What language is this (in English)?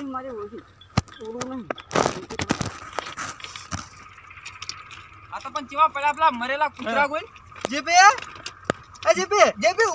Gujarati